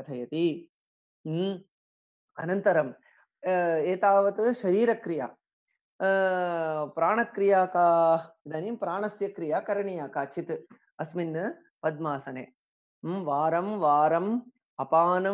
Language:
Sanskrit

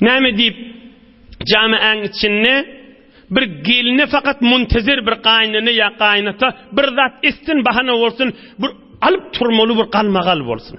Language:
Turkmen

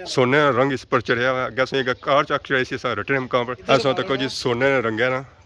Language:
Pahari-Potwari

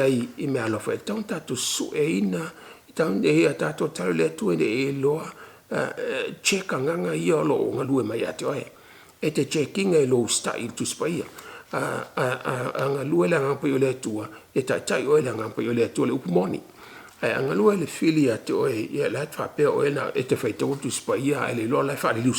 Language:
Samoan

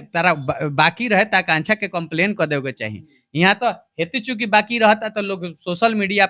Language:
Bhojpuri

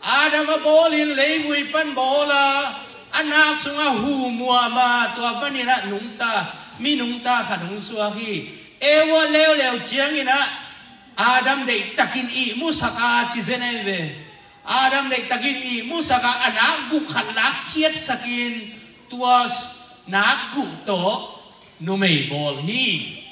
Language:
Tedim Chin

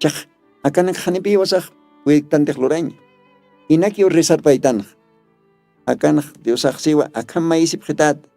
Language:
Aymara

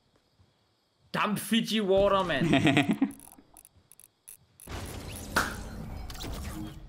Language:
Danish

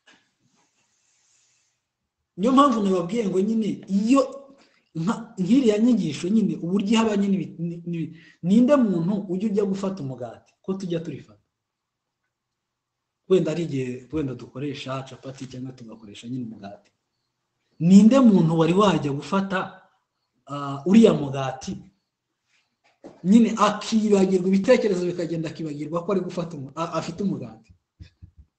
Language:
Kinyarwanda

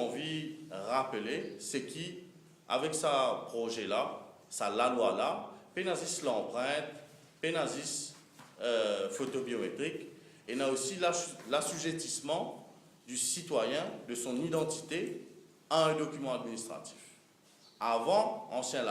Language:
Morisyen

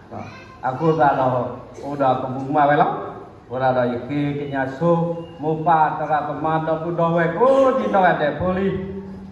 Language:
S'gaw Karen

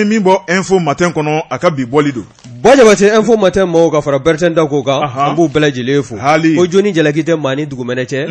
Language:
Bambara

